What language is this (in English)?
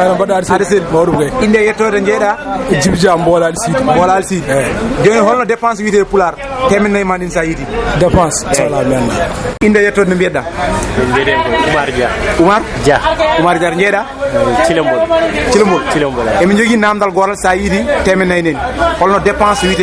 Fula